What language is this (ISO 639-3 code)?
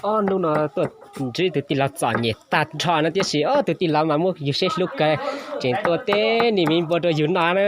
hmn